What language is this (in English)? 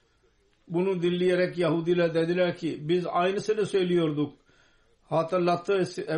Turkish